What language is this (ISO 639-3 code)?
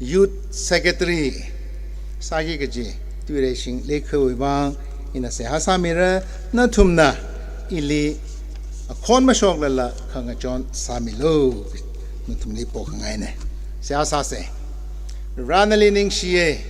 nmf